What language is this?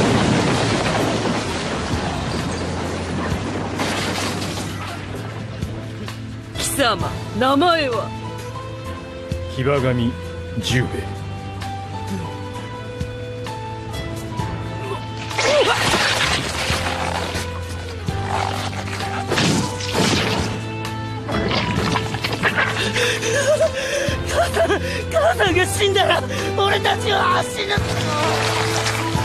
Japanese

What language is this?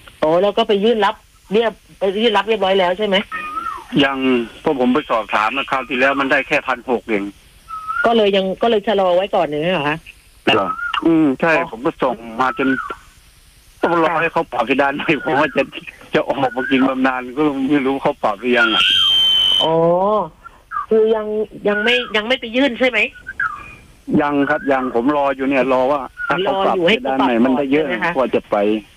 Thai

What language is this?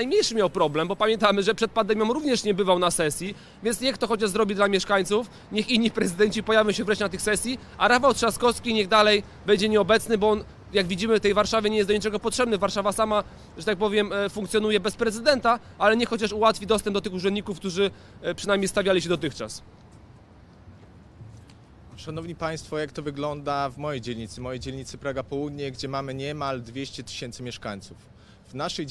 Polish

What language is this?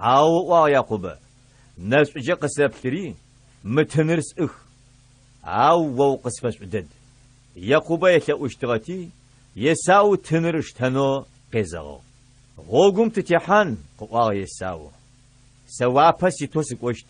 Adyghe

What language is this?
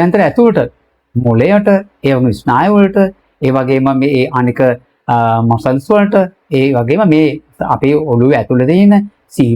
Sinhala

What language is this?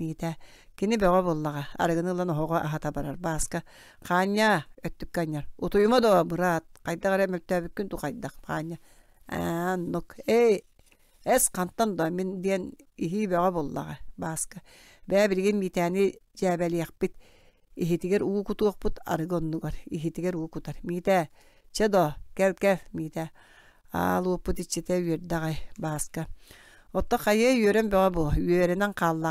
Yakut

